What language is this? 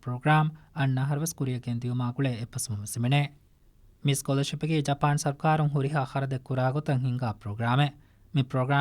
Divehi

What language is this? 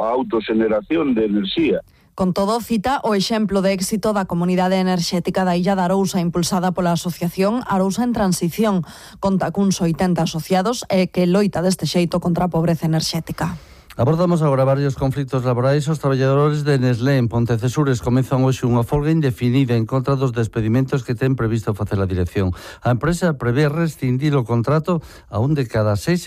Galician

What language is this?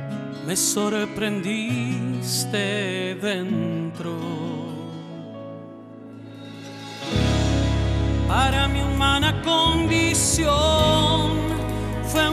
Spanish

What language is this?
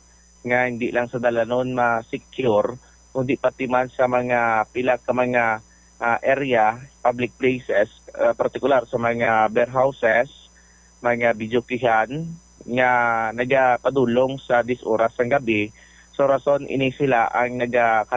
Hiligaynon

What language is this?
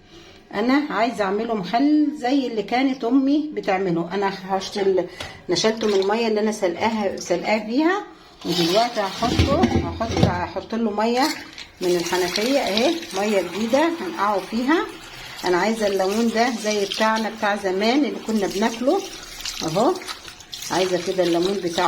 Egyptian Arabic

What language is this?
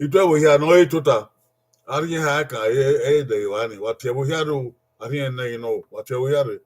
Bini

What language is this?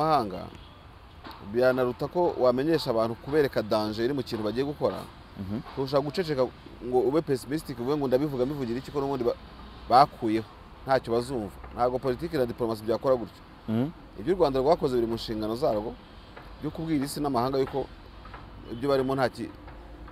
Kinyarwanda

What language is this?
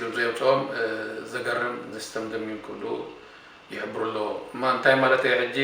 Tigrinya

